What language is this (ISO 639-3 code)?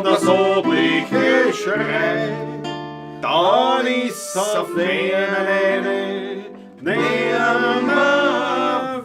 bar